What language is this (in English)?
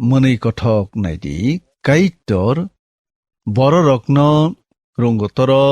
Kok Borok